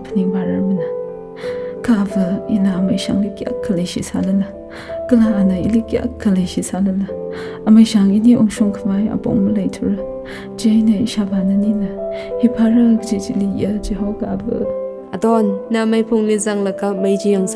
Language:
Tangkhul Naga (India)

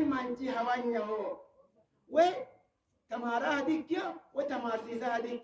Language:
Sidamo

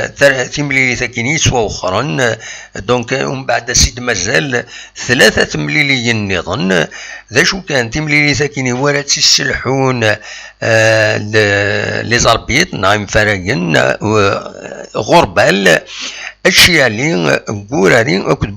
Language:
Kabyle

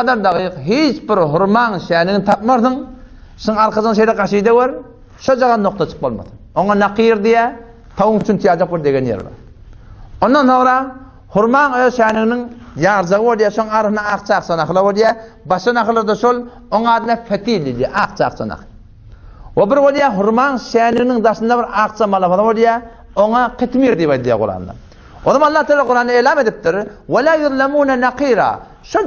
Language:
Turkmen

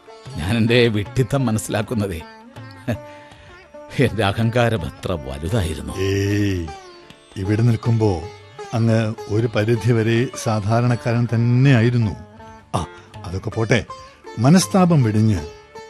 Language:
Malayalam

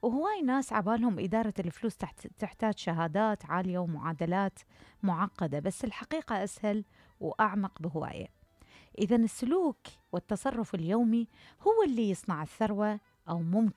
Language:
Mesopotamian Arabic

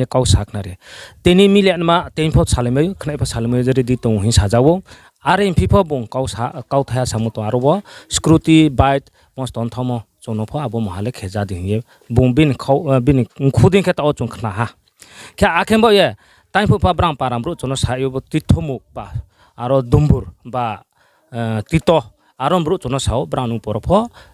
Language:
Riang (India)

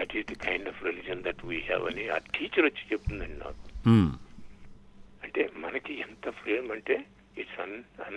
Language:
Telugu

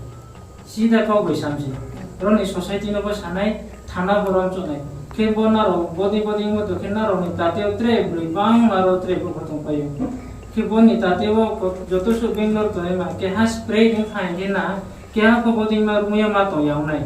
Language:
Riang (India)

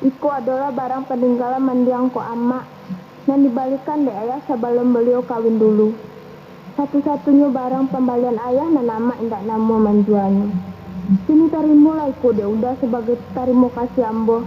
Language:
Minangkabau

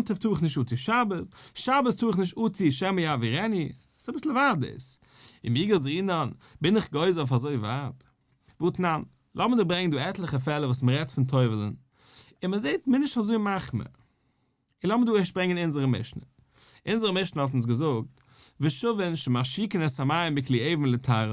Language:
Yiddish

